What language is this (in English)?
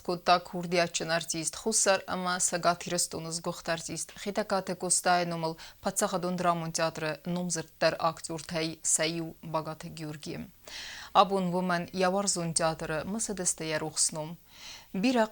Ossetic